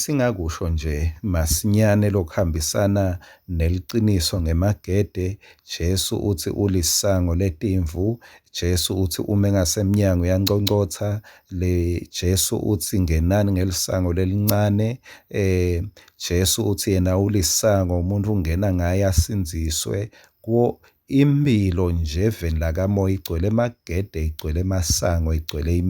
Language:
Swati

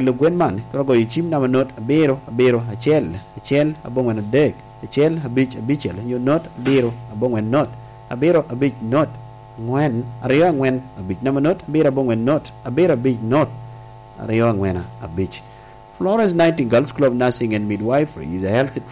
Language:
Lango (Uganda)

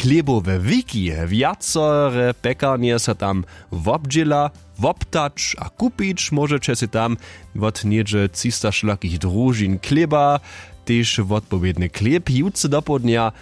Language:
Upper Sorbian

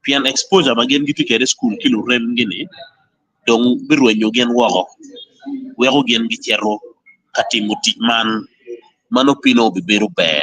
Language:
Acoli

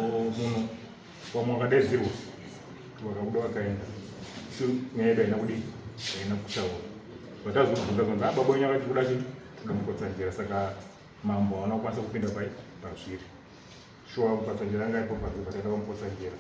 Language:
Shona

